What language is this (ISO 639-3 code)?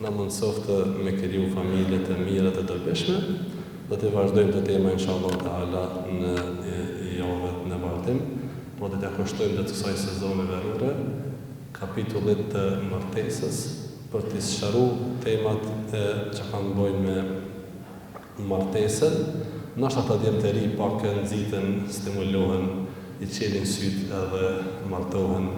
sqi